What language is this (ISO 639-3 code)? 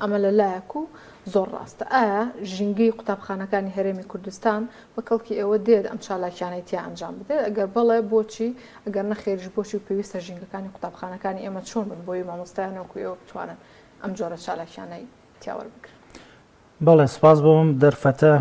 ckb